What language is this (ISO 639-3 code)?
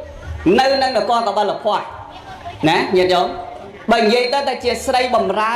khm